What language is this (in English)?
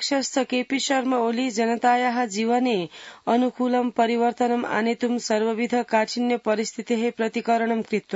Sanskrit